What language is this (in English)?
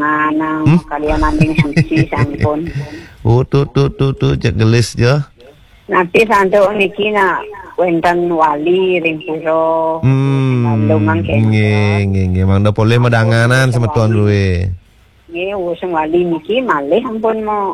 Balinese